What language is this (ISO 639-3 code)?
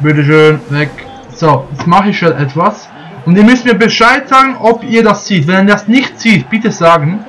gsw